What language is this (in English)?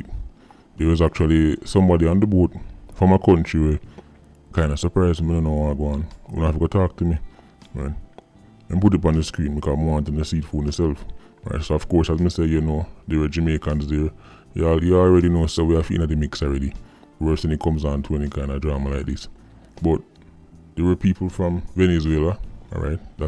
Jamaican Creole English